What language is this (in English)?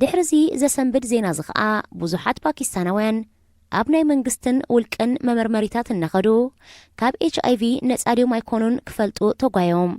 Tigrinya